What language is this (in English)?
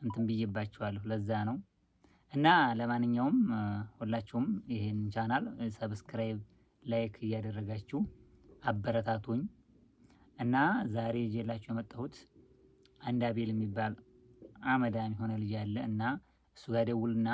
Amharic